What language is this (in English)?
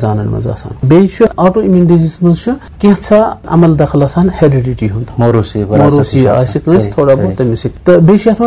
Kashmiri